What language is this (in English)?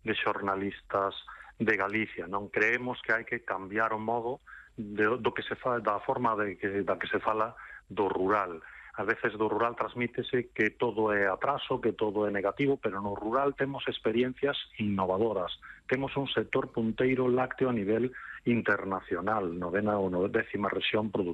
Galician